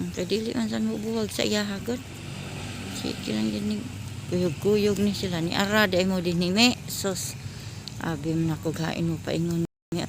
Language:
Cebuano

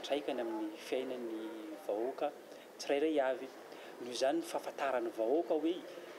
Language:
Malagasy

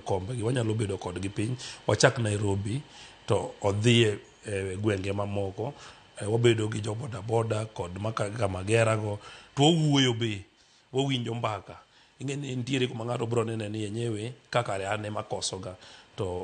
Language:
Luo (Kenya and Tanzania)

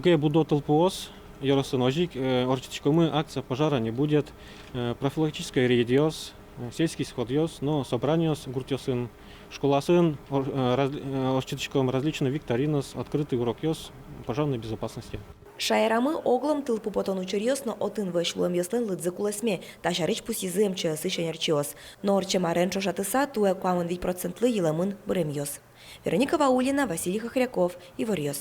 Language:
Udmurt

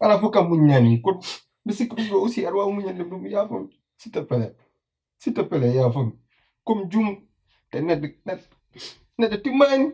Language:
Fula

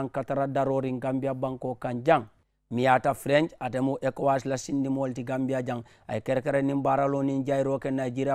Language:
Mandingo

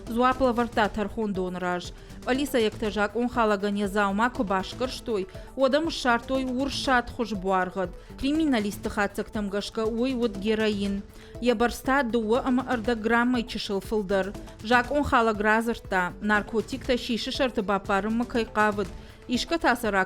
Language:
Ossetic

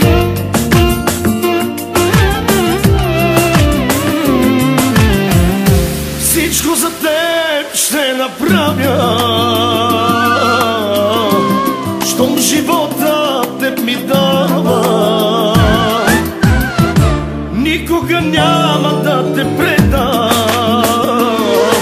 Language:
Bulgarian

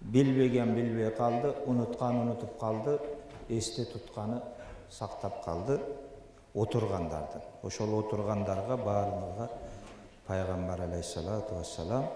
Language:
Kyrgyz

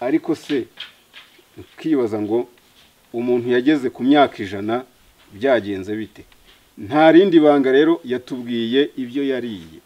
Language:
Kinyarwanda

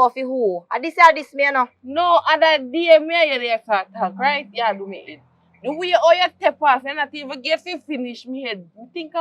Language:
Jamaican Creole English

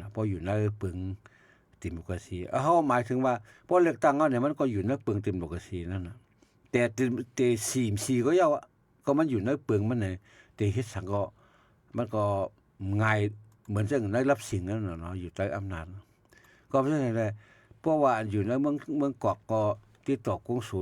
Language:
Shan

